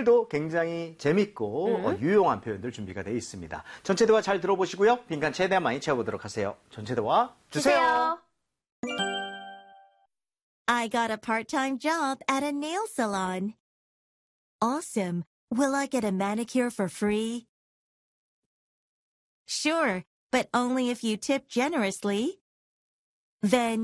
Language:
Korean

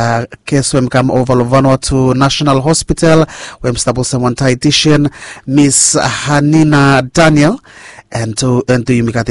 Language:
Bislama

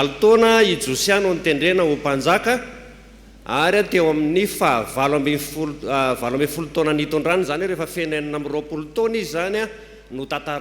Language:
Malagasy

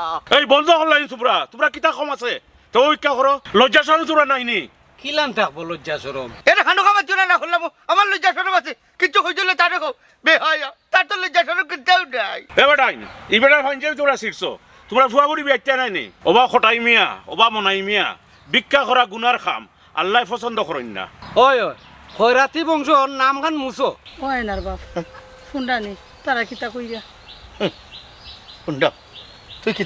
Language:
Sylheti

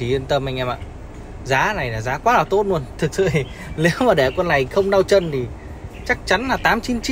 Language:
Vietnamese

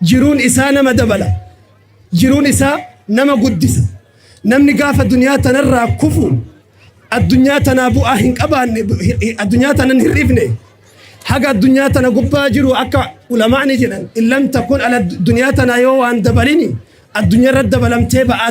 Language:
Oromo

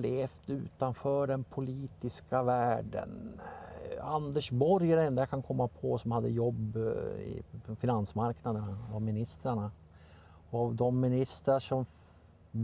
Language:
Swedish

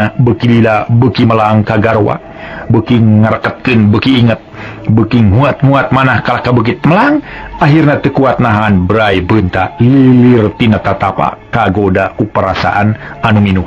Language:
Sundanese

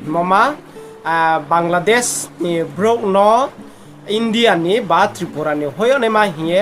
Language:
Riang (India)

